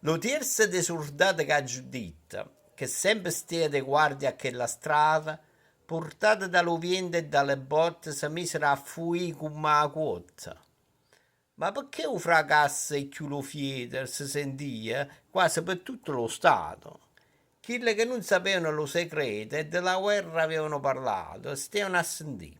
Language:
Neapolitan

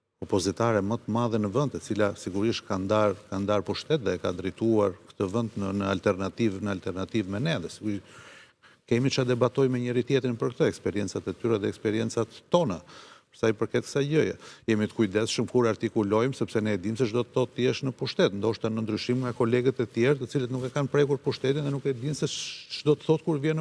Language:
Albanian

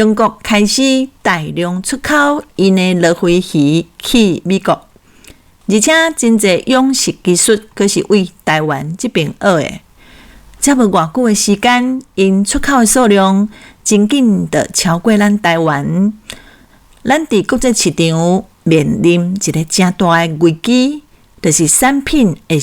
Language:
Min Nan Chinese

